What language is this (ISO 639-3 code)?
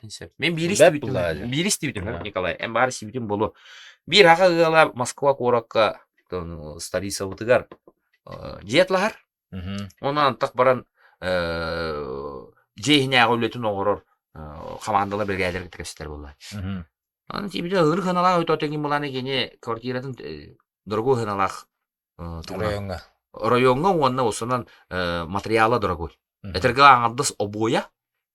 sah